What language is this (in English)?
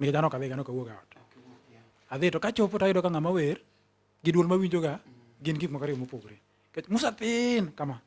Luo (Kenya and Tanzania)